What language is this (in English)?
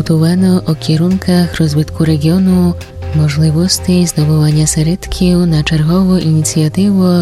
Rusyn